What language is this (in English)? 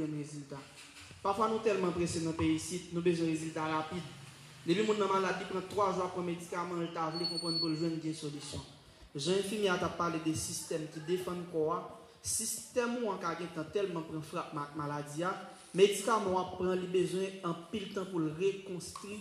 Haitian Creole